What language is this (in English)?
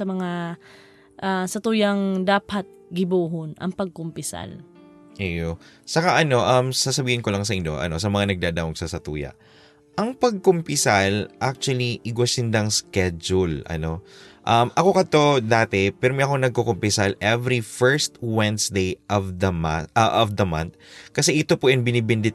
Bikol